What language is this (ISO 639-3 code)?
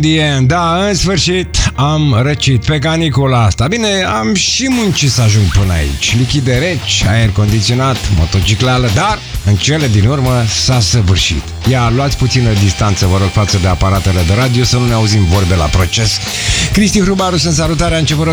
ron